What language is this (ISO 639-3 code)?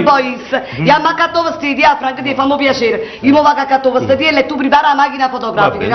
nap